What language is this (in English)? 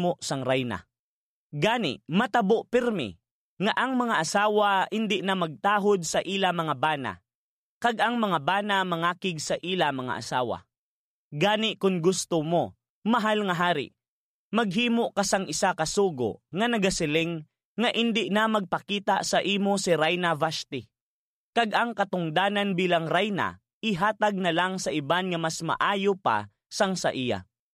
Hiligaynon